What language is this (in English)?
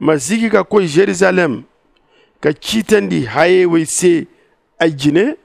Zarma